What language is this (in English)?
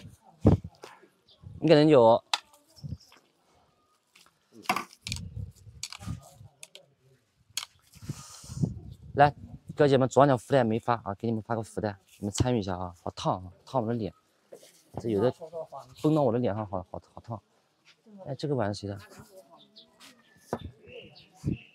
Chinese